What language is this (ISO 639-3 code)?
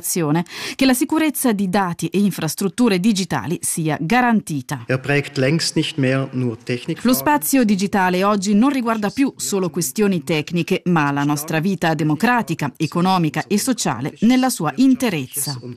ita